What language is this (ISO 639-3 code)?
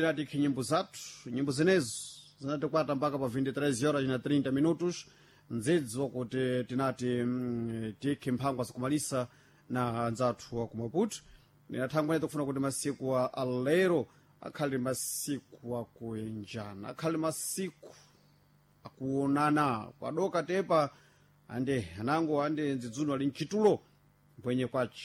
seh